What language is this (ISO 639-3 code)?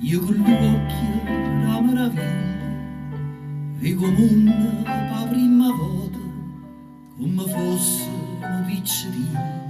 nap